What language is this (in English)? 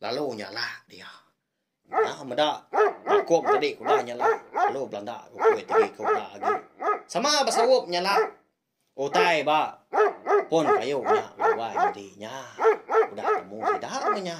Iban